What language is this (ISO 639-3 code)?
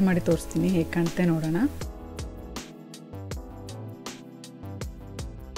kan